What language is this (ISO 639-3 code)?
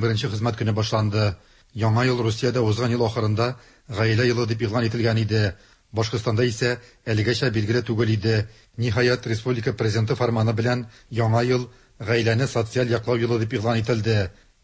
tat